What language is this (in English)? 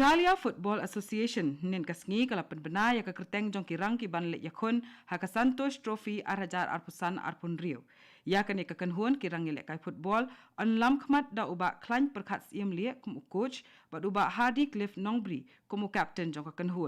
Khasi